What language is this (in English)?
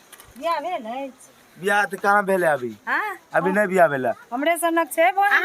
Maithili